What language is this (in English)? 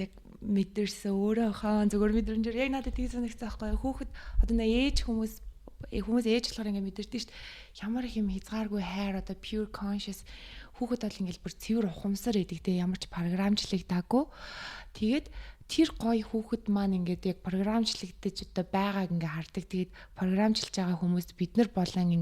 Mongolian